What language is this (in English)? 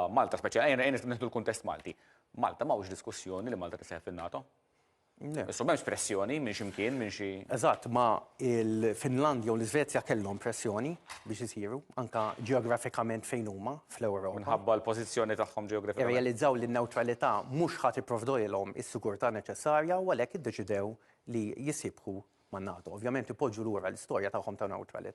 Maltese